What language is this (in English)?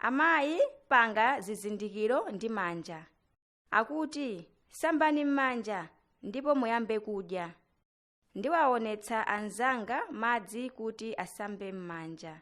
Nyanja